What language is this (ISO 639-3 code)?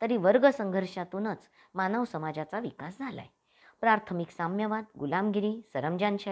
mar